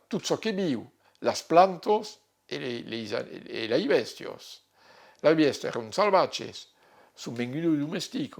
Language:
Occitan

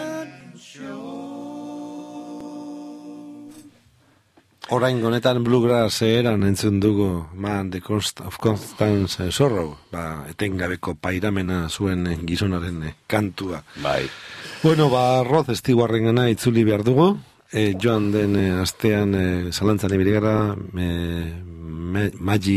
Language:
Basque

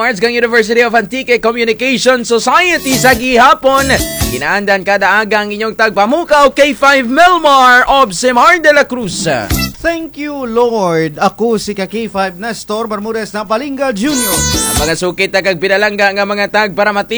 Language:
Kinaray-a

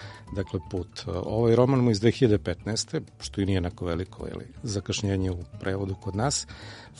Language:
Serbian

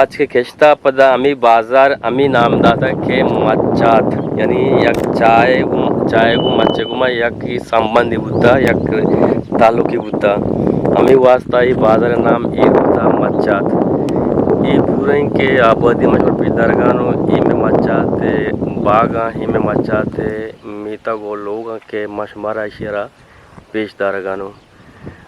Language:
Eastern Balochi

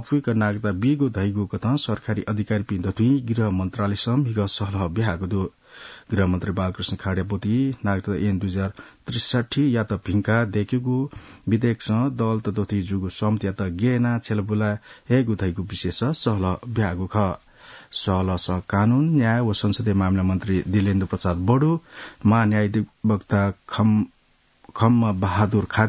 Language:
Newari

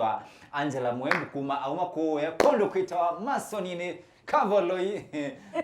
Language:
Kamba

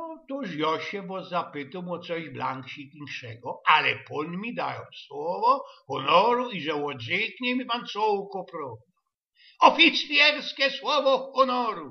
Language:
Silesian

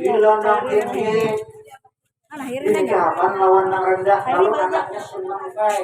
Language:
Banjar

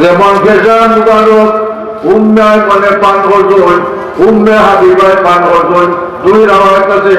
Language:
Sylheti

